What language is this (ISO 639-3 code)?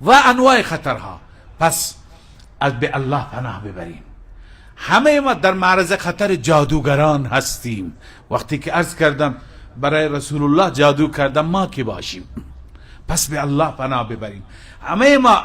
fas